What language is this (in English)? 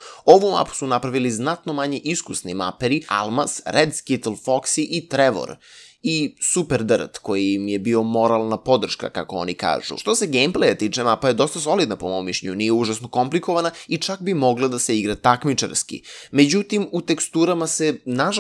Serbian